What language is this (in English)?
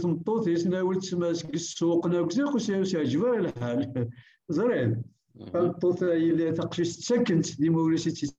Kabyle